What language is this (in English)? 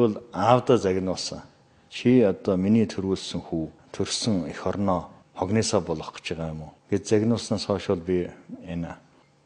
Mongolian